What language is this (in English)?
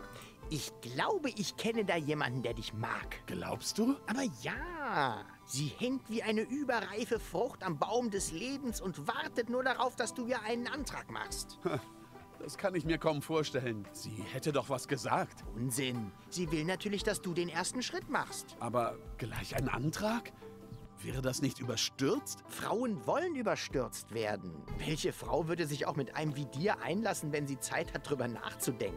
German